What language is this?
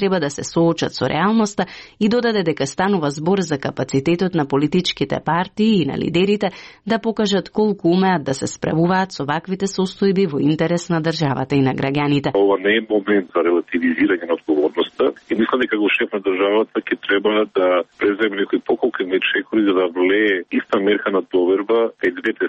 Macedonian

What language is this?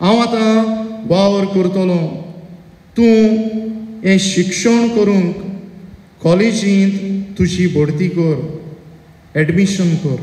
Konkani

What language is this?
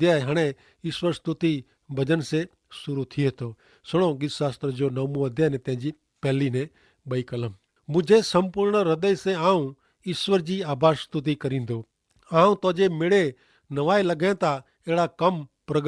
Kachhi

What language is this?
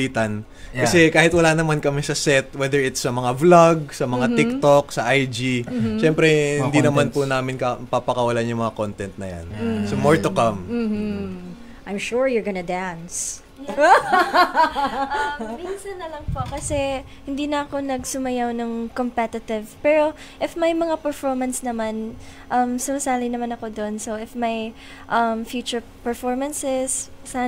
Filipino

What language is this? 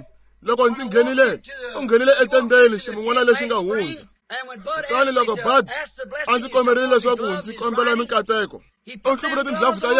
Tsonga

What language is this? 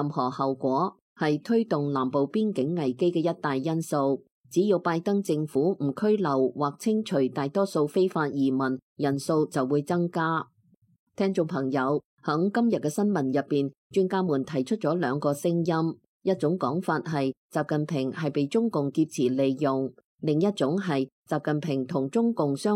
Cantonese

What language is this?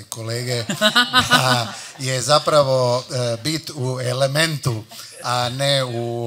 Croatian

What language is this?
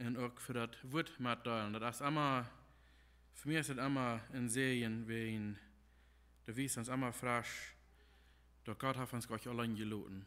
Plautdietsch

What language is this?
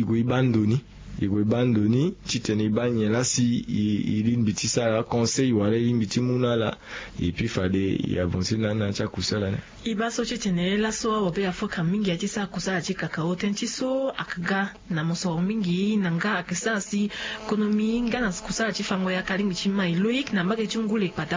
Sango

